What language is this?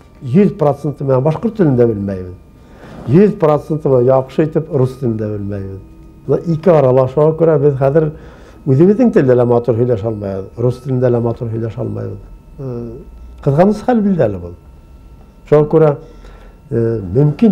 Bashkir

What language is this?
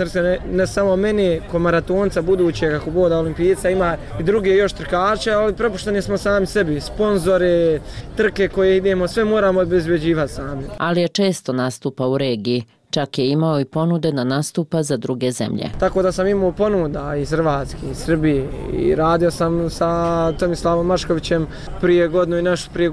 Bosnian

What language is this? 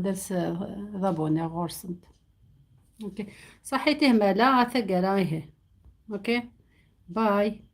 Algerian Arabic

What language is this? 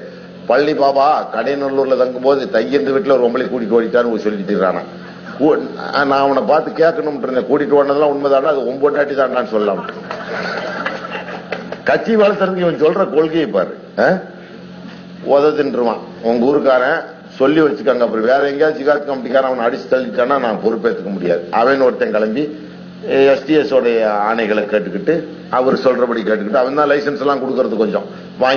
Tamil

